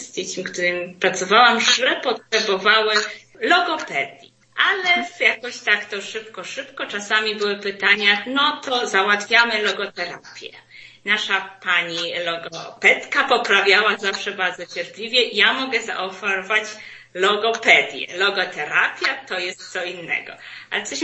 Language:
Polish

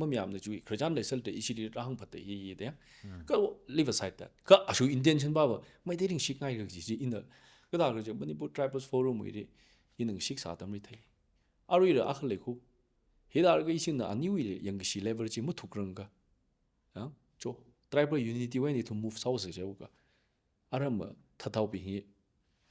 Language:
Tangkhul Naga (India)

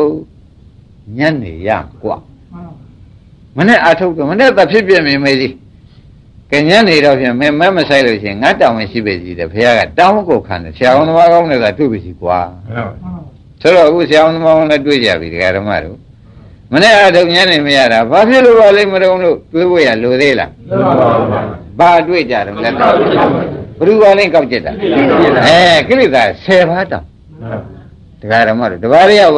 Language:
Burmese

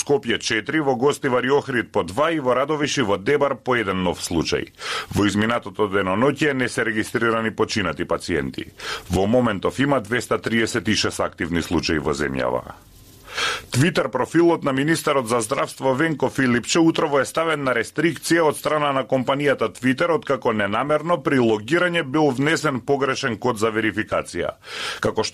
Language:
Macedonian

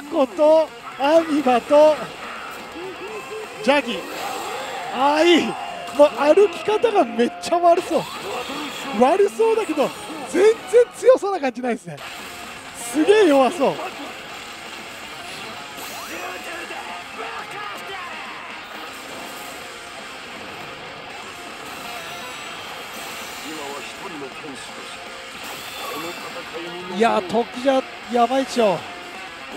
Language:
Japanese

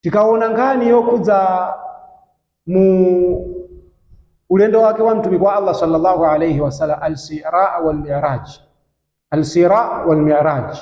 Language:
Nyanja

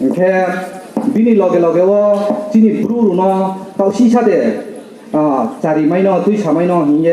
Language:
Riang (India)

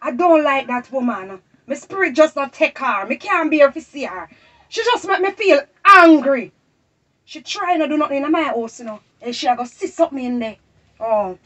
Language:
Jamaican Creole English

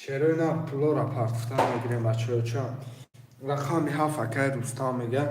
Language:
Tajik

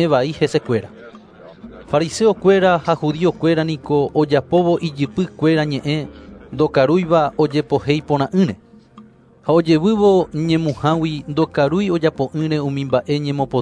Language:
Guarani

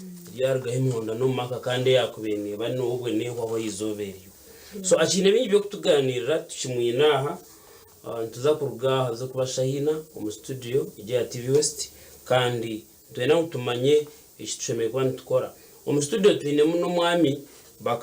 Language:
Nyankole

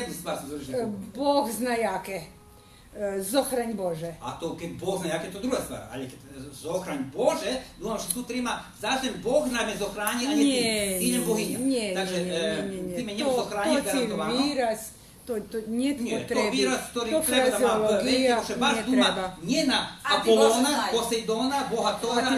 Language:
Rusyn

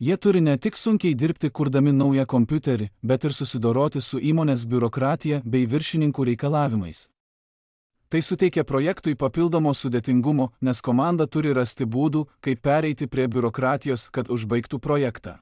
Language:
Lithuanian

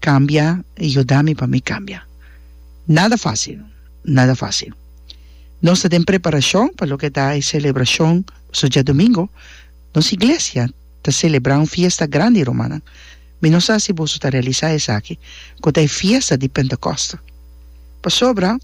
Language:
Papiamento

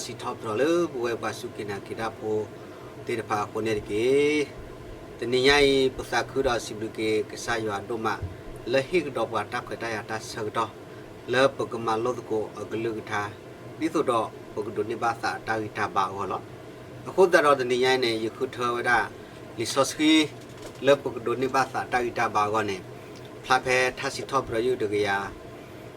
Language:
S'gaw Karen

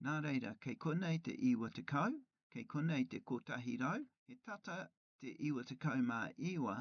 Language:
Māori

